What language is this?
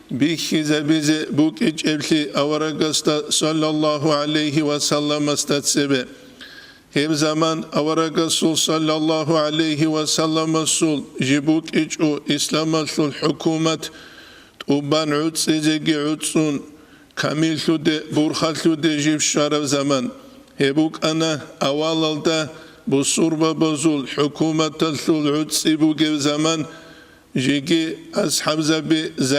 Avaric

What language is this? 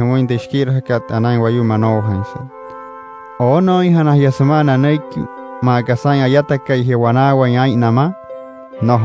Wayuu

